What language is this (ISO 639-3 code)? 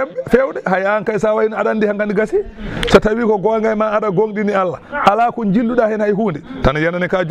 ful